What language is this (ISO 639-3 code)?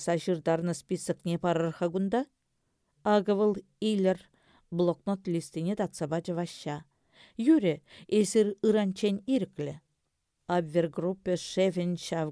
chv